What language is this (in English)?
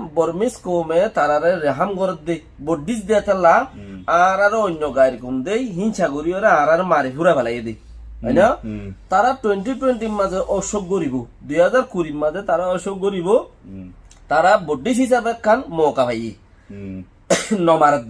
Rohingya